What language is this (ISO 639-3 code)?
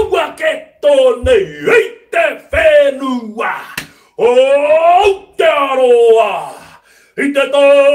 mri